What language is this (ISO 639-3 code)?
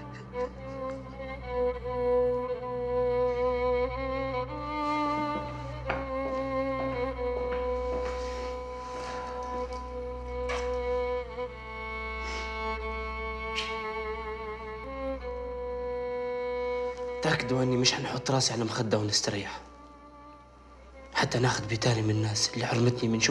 ayl